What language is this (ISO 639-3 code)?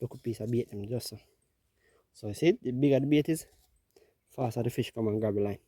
jam